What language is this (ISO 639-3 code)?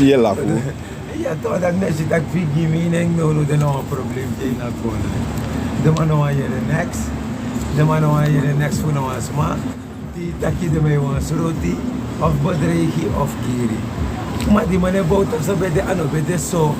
srn